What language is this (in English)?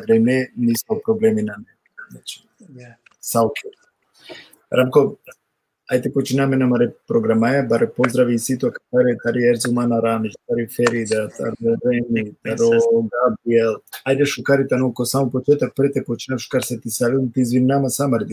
Balkan Romani